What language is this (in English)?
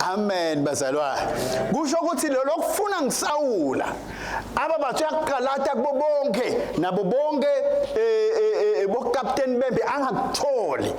Swati